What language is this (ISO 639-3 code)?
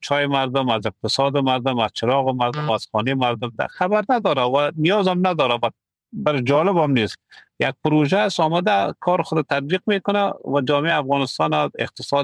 fas